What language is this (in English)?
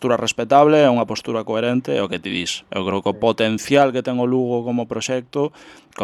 Galician